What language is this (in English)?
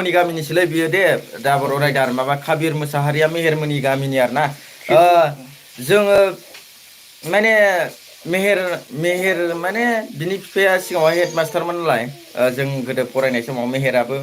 Bodo